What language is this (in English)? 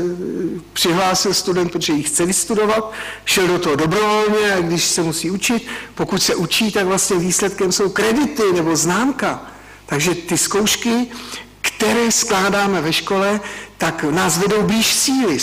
Czech